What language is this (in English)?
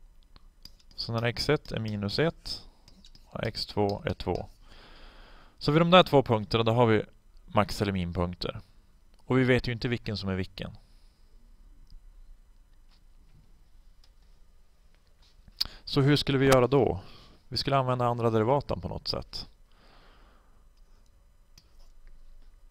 Swedish